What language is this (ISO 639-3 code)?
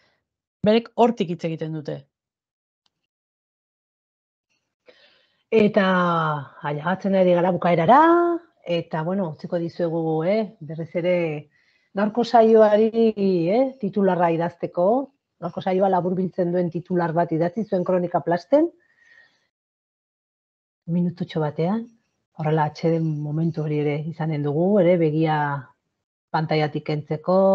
eus